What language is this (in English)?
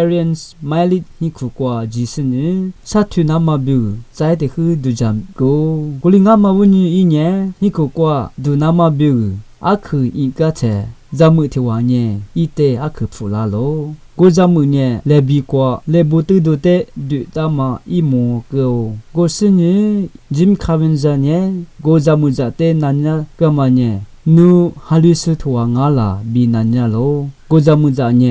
Lisu